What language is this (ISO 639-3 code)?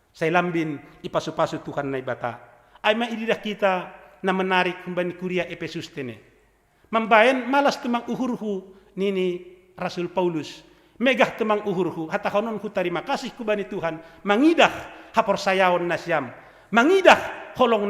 bts